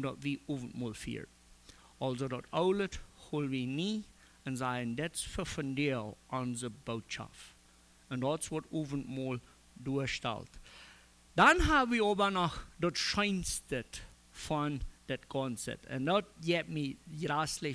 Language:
Plautdietsch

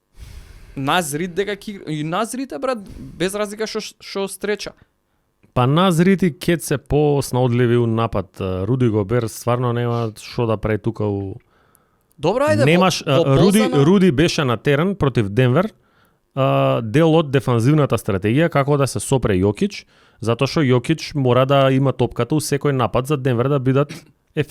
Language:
Macedonian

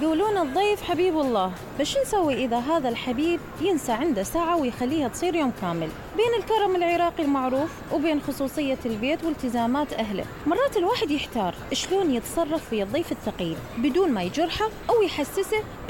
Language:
Mesopotamian Arabic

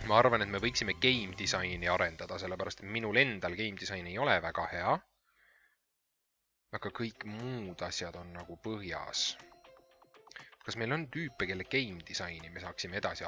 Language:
Estonian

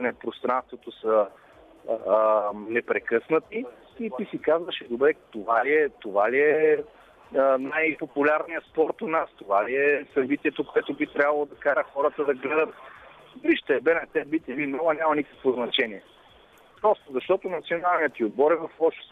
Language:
Bulgarian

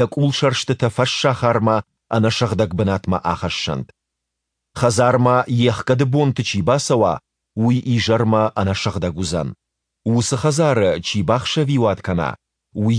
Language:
Ossetic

